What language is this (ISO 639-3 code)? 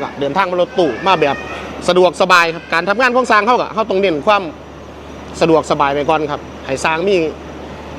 lao